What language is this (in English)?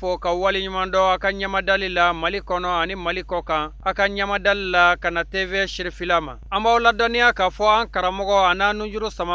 Bambara